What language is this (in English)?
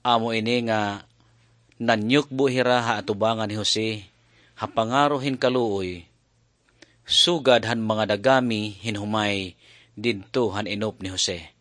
Waray